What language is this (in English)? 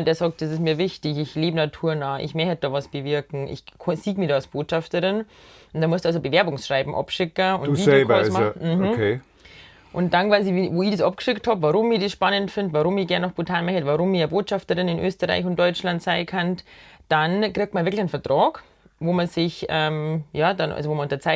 Bavarian